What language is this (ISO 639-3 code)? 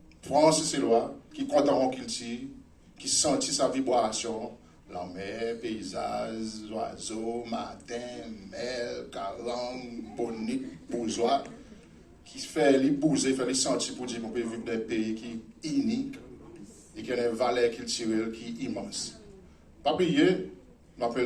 crs